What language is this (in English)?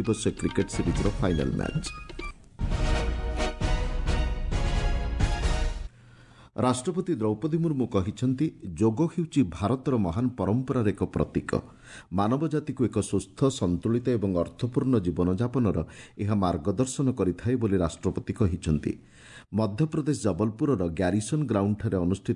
Odia